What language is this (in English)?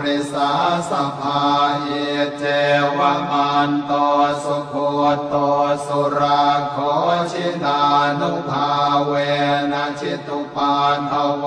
Pali